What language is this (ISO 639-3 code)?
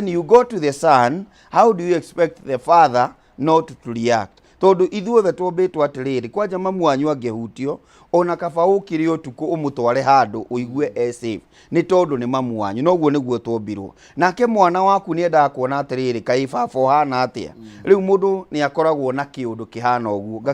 kik